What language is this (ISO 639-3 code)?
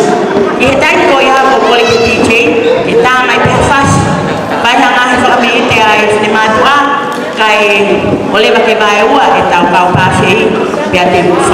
ton